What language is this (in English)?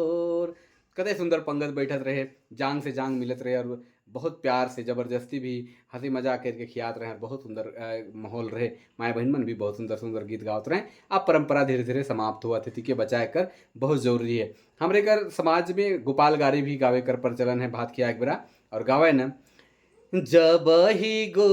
Sadri